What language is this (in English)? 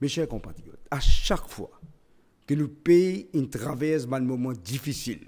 Morisyen